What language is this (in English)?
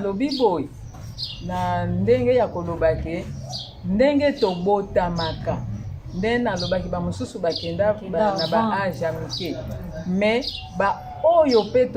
Lingala